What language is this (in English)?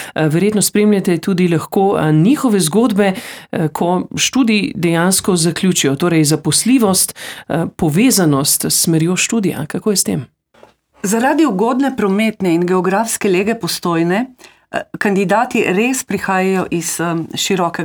Slovenian